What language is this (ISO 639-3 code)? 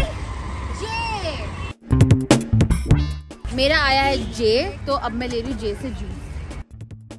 hin